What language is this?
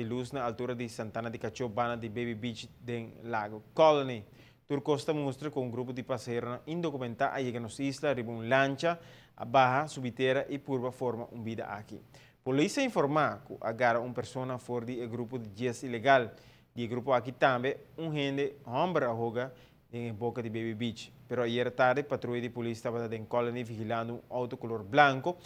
Papiamento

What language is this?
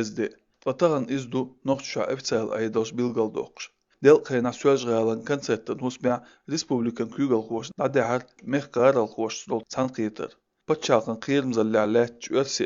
Chechen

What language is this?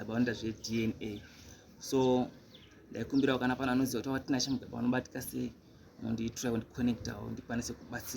Shona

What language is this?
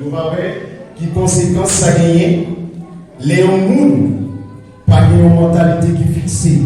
Haitian Creole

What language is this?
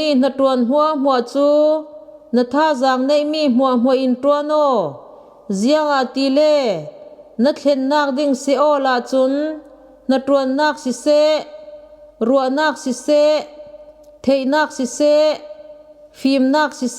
Falam Chin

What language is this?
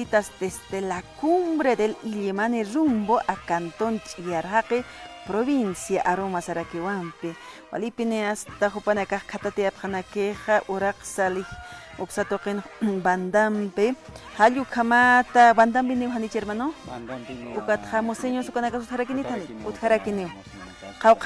Aymara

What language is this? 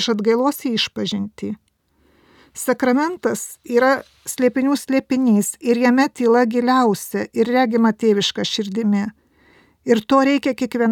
Lithuanian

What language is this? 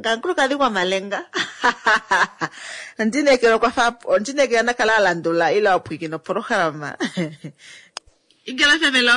Kuanyama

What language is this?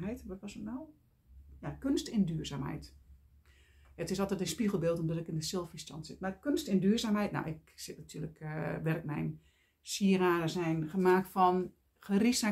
Dutch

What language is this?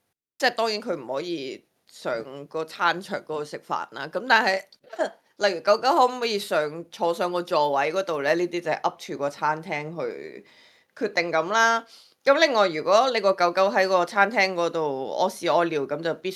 Cantonese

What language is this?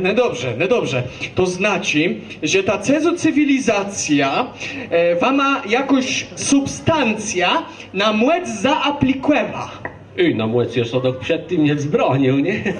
Kashubian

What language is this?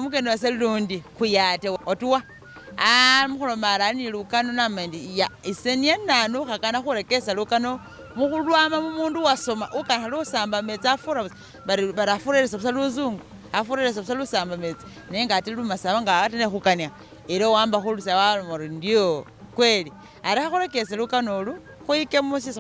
Masaaba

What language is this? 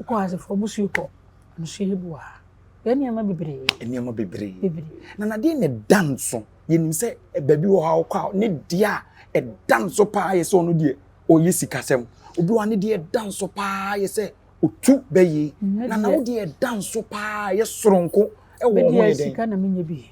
Akan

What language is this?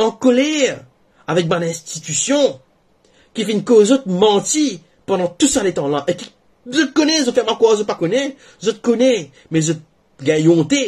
Morisyen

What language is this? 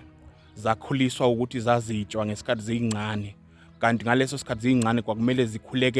Zulu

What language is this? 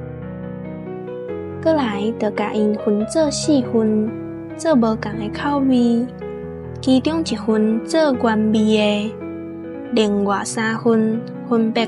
Min Nan Chinese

